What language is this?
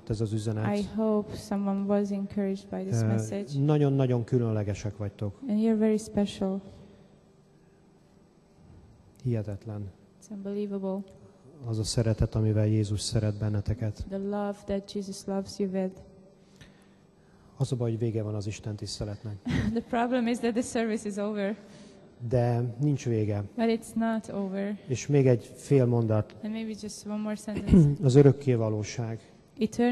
Hungarian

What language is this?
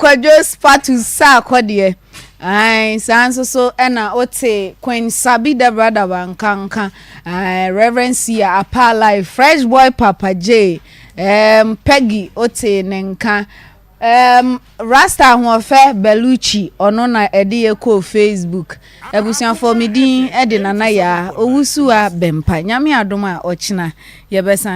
Akan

